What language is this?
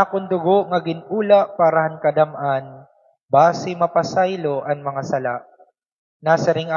Waray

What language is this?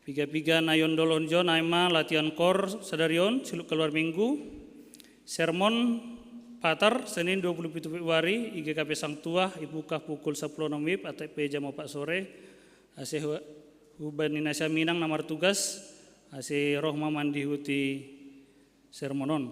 Batak Simalungun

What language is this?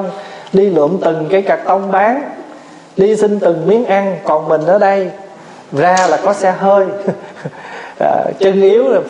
Vietnamese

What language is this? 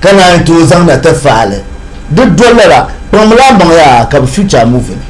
Dagbani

